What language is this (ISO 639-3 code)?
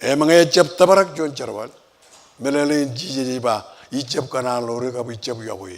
mah